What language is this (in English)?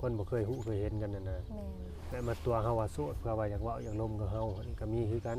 Lao